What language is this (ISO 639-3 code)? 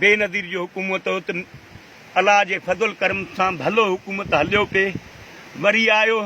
snd